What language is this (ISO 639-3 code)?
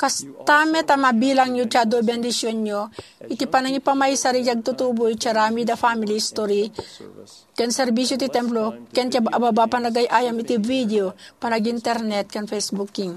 ilo